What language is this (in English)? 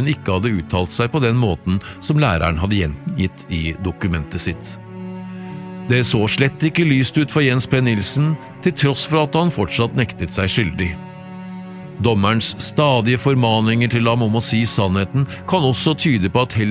Norwegian